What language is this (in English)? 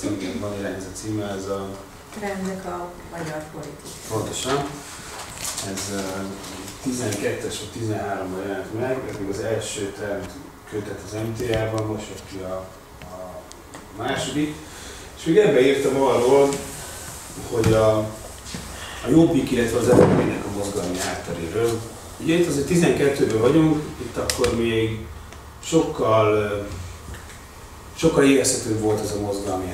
Hungarian